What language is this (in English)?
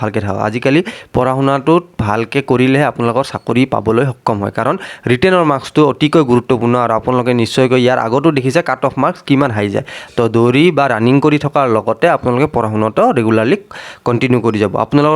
Assamese